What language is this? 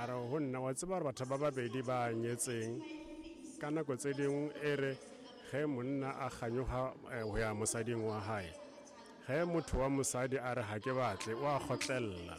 Southern Sotho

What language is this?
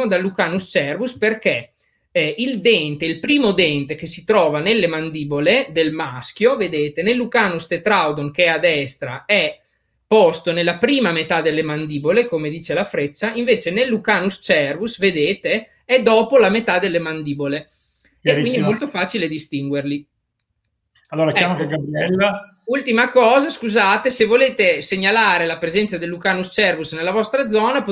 Italian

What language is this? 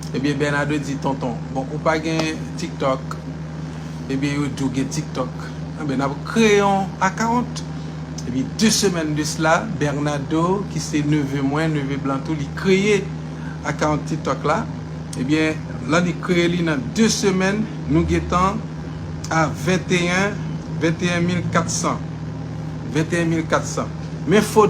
Haitian Creole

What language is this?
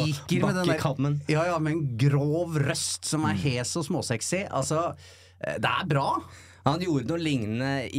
Norwegian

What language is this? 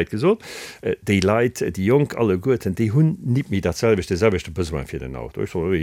Luxembourgish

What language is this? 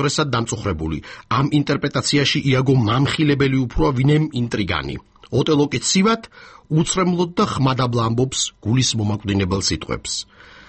Georgian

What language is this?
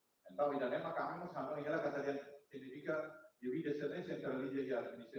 Tetum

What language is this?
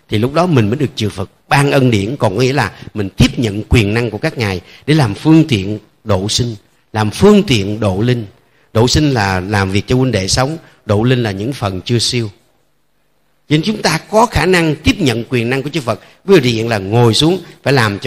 Vietnamese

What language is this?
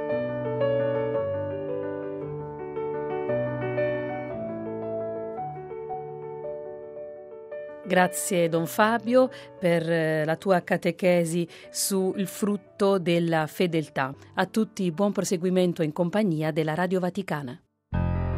Italian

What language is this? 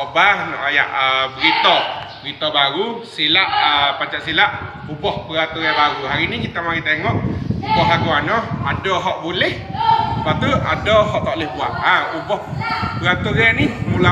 Malay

